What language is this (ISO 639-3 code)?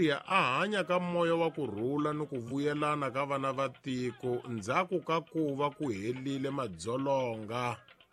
tso